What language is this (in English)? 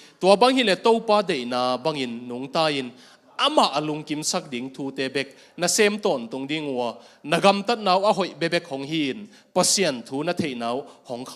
Tedim Chin